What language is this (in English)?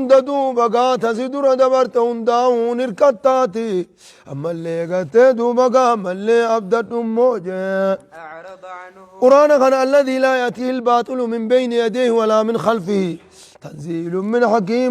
Oromo